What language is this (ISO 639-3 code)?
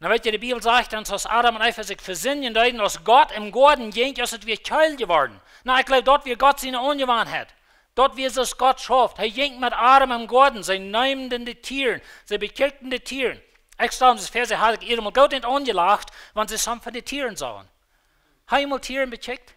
pdt